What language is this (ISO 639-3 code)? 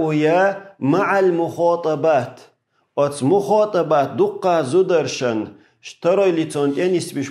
che